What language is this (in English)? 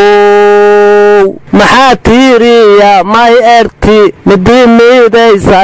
Somali